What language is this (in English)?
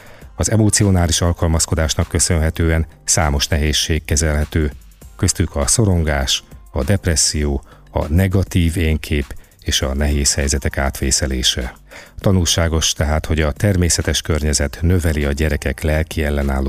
Hungarian